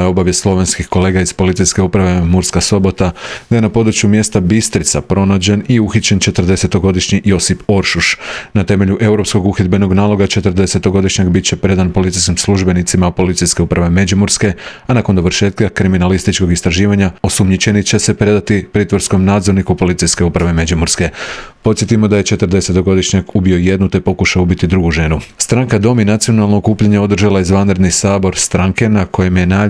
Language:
Croatian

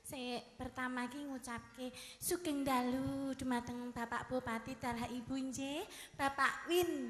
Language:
Javanese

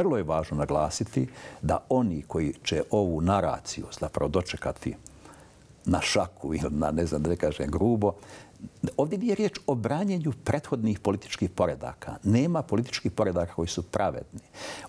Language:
Bosnian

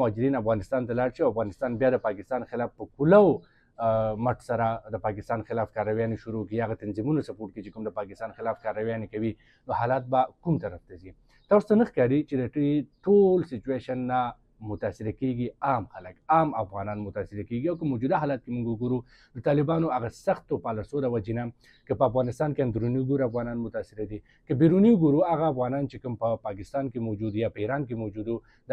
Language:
Pashto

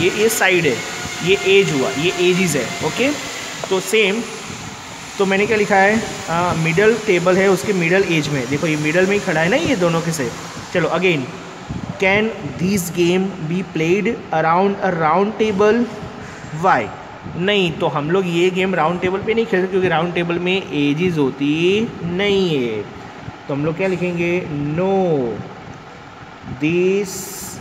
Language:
Hindi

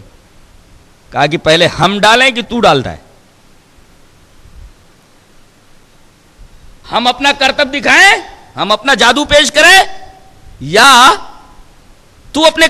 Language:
Urdu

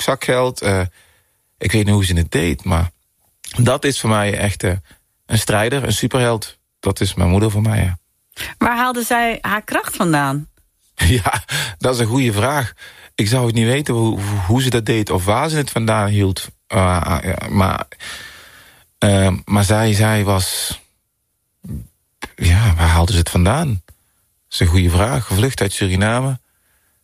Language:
Dutch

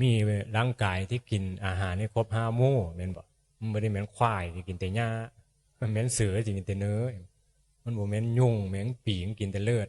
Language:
Northeastern Thai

